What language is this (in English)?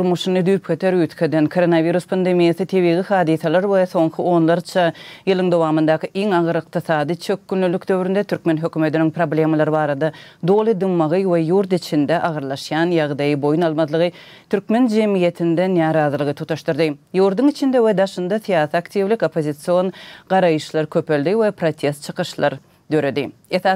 Turkmen